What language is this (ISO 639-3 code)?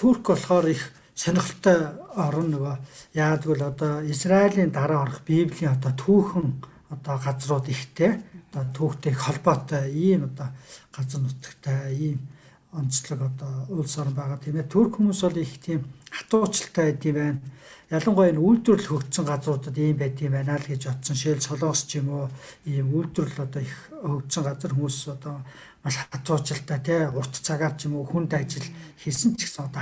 mon